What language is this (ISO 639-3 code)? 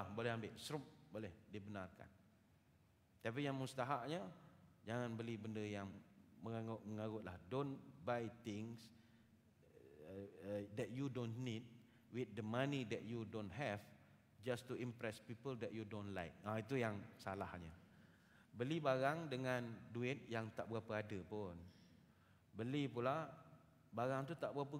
msa